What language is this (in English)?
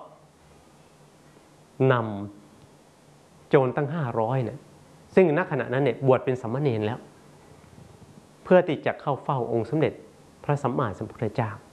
Thai